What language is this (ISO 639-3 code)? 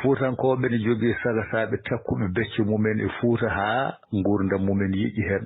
ful